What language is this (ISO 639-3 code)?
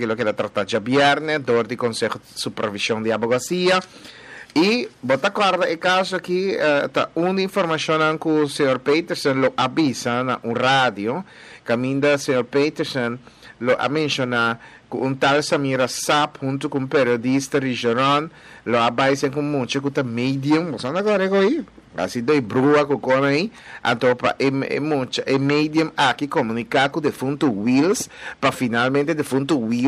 pap